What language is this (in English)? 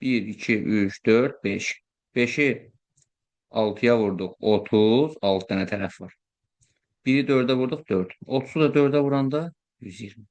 Azerbaijani